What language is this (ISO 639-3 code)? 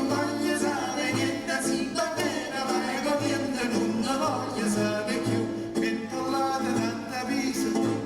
nap